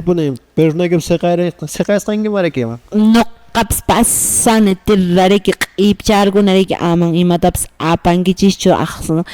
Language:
Quechua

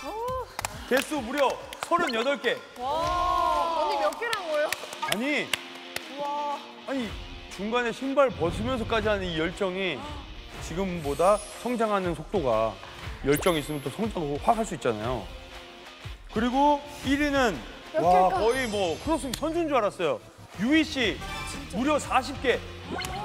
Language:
Korean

